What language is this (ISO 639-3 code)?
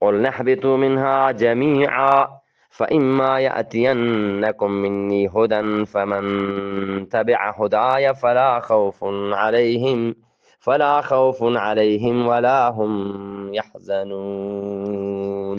bgp